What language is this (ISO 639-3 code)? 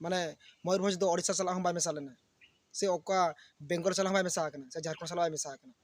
sat